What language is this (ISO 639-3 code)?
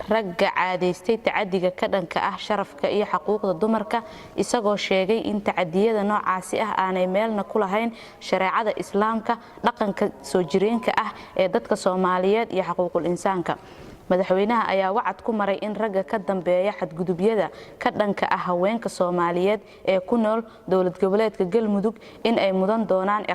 som